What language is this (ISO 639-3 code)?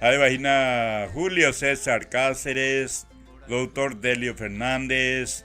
grn